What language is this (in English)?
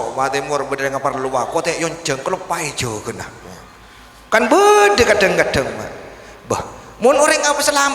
Madurese